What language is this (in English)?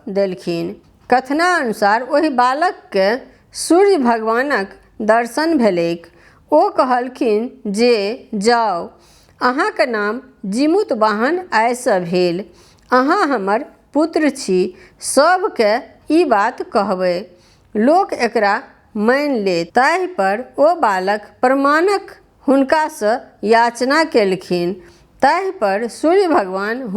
Maithili